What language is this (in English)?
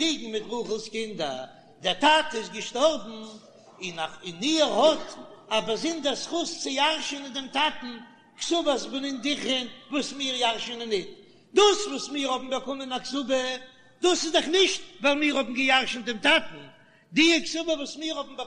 Yiddish